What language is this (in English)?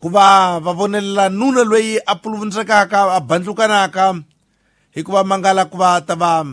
Tsonga